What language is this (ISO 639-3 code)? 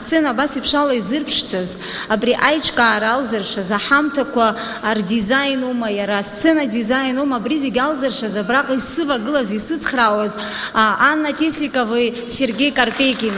abk